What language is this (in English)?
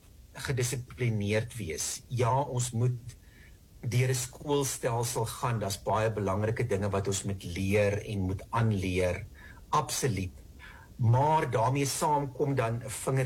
Afrikaans